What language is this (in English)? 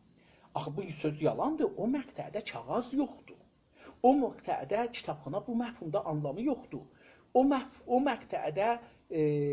South Azerbaijani